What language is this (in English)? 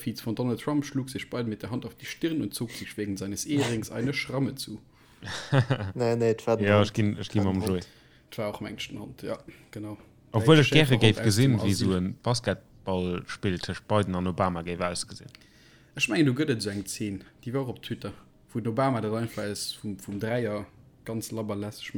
Luxembourgish